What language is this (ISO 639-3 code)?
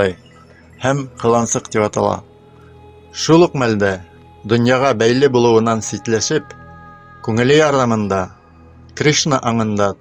bak